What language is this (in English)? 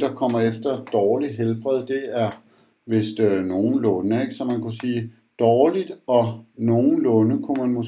Danish